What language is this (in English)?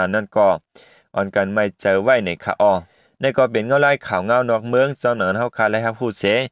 Shan